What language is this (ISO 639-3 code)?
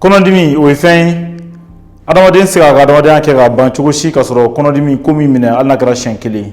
bam